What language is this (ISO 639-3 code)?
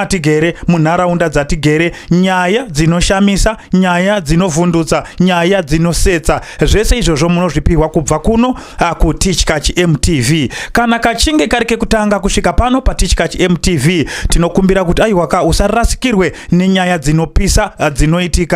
sna